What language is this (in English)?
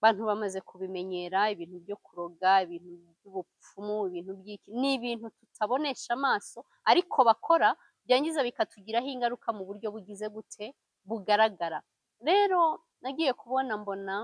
Kinyarwanda